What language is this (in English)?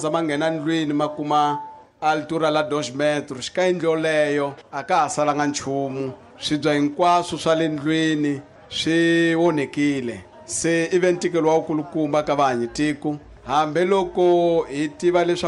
Tsonga